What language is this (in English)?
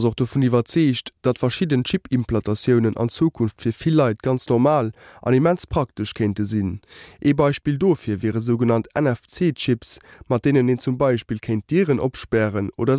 Luxembourgish